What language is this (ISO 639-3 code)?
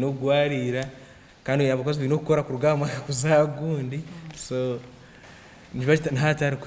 nyn